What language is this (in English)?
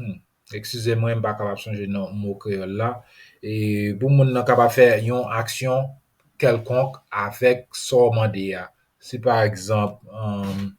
Haitian Creole